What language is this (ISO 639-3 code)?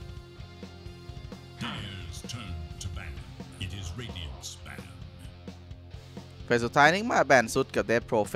tha